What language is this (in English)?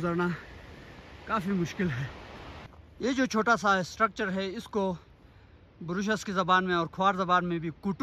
Hindi